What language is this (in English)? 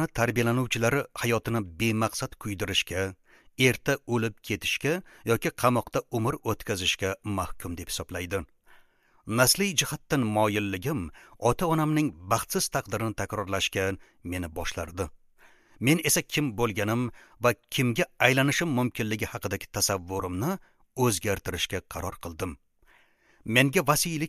Uzbek